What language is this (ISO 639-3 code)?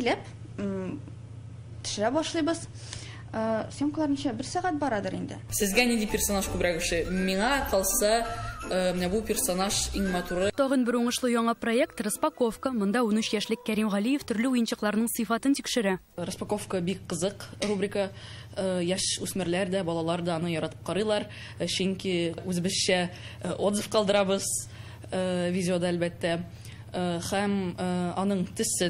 tat